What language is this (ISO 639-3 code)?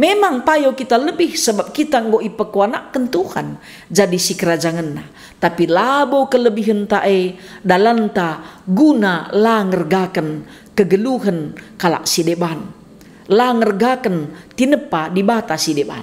btx